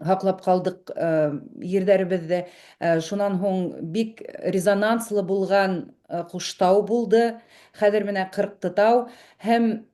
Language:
Bashkir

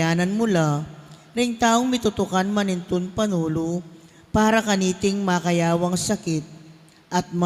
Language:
Pampanga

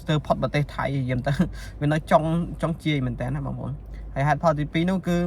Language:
Khmer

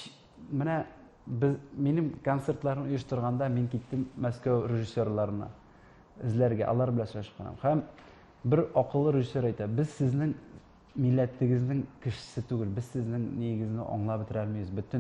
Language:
Tatar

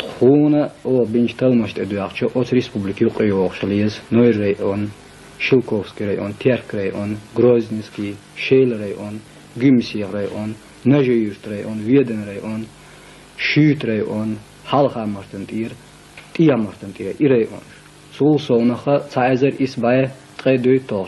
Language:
Chechen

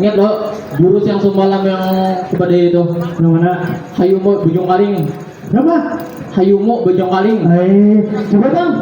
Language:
Banjar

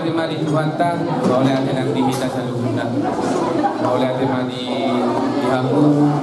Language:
Batak Toba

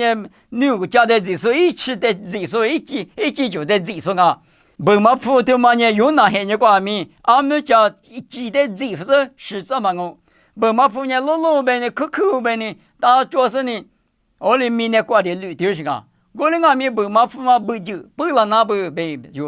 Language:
Lisu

